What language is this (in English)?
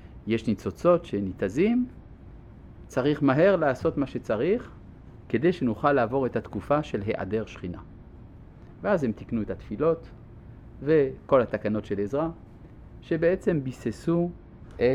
Hebrew